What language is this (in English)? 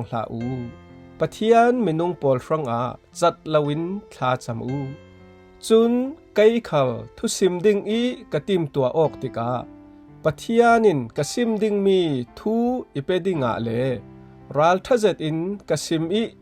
Falam Chin